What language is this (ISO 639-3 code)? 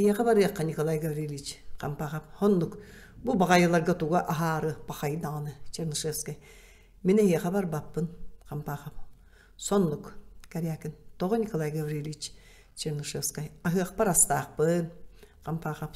sah